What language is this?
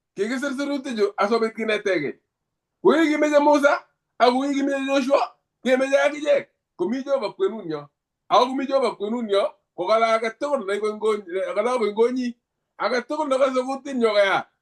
Kalenjin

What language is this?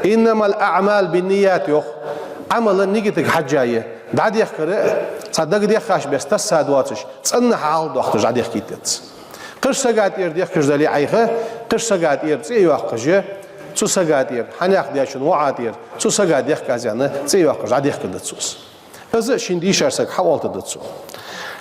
Ingush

